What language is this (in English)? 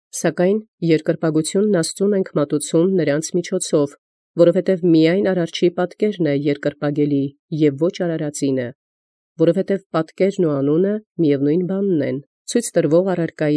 Armenian